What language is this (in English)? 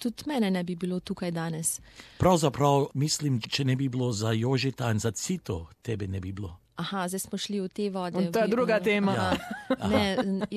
Slovenian